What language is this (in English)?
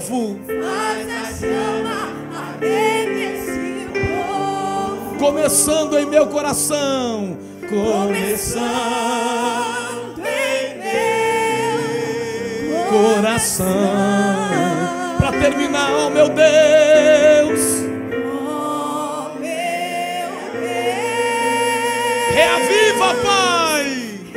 Portuguese